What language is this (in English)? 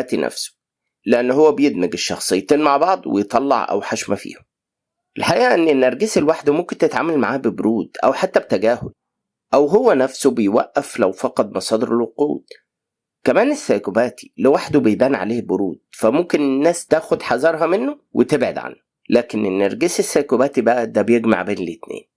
Egyptian Arabic